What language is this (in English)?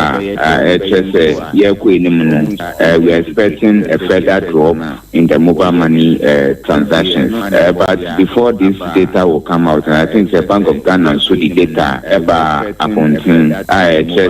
Akan